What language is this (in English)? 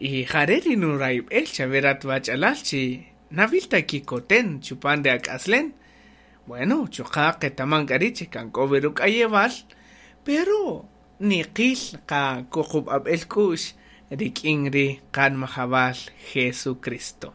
Kaqchikel